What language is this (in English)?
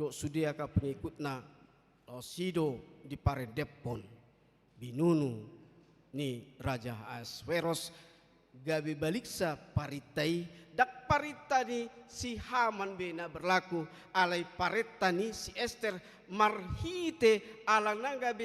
Batak Toba